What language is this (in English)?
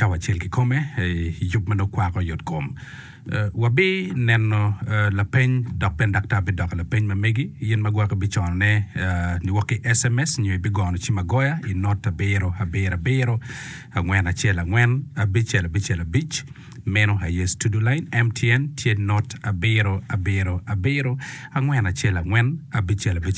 Acoli